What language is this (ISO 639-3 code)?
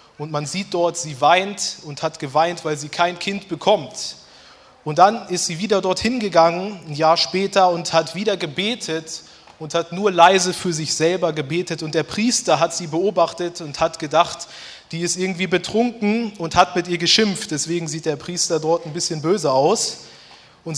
gsw